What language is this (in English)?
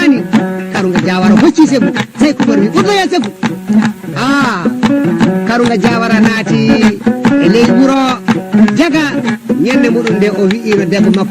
Fula